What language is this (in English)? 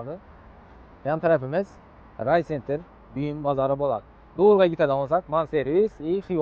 Uzbek